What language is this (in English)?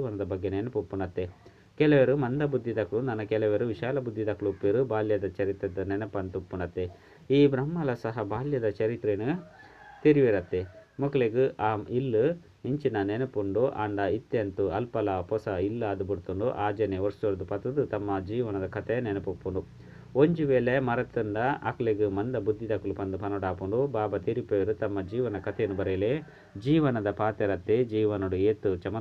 Tulu